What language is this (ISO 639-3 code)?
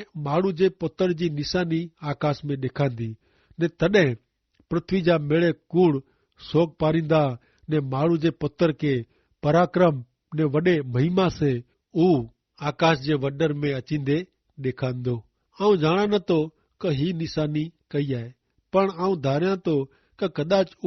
kfr